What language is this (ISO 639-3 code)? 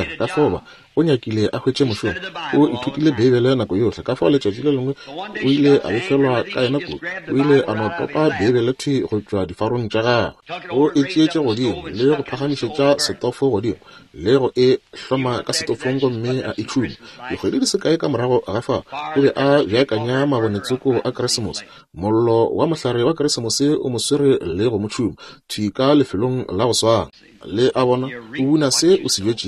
nso